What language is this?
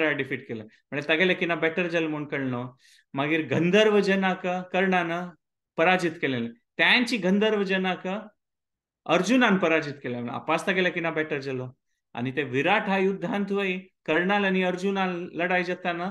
Konkani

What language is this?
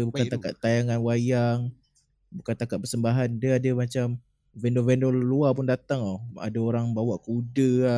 Malay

